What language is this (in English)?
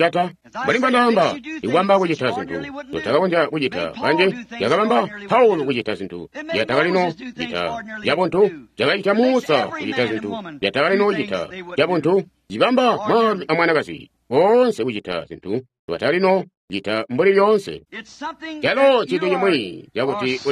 Tonga (Zambia)